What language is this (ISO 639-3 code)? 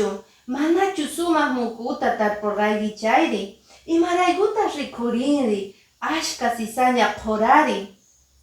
que